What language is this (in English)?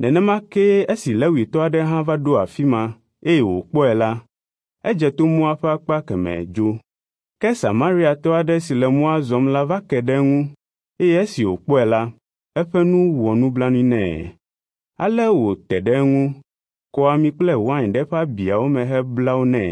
Ewe